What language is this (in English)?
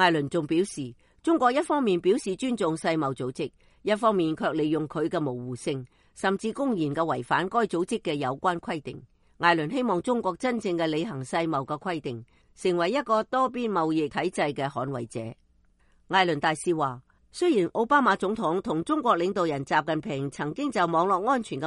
Cantonese